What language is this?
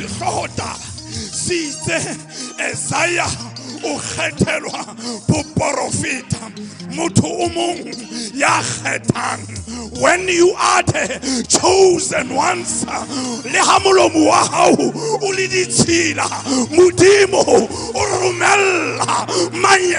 Southern Sotho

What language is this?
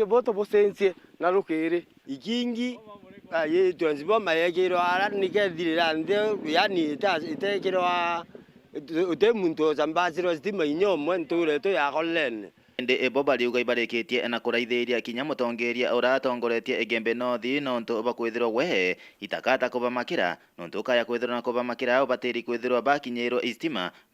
Meru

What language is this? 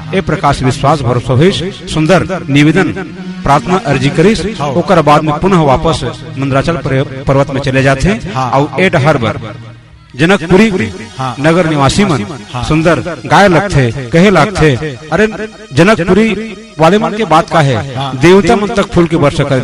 Chhattisgarhi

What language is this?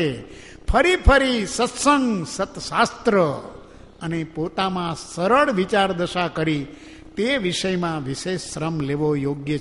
Gujarati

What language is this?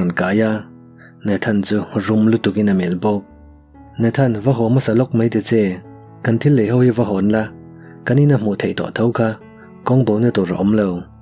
Mizo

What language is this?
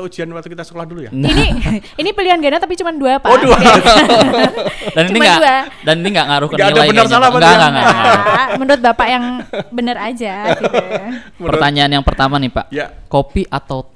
Indonesian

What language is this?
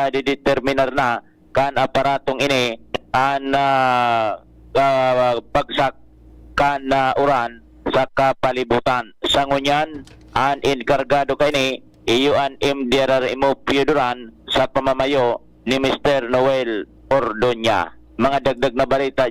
Bikol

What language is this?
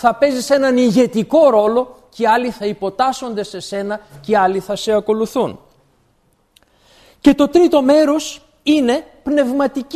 Greek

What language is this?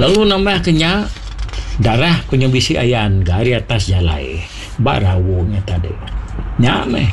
Iban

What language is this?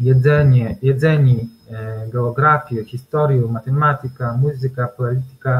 Kashubian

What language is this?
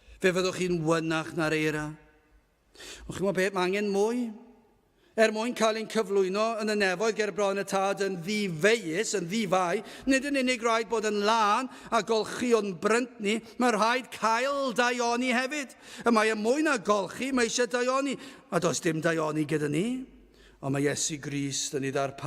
Welsh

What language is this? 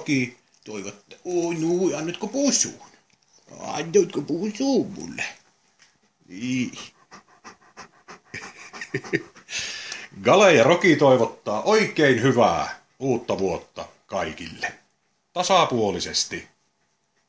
Finnish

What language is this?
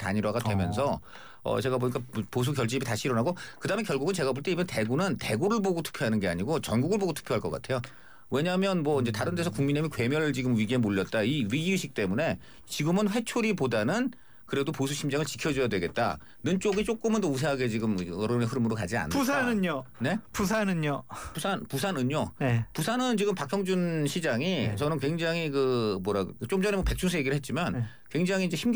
Korean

